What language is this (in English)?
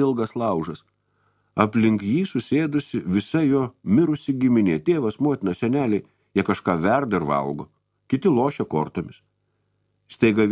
Lithuanian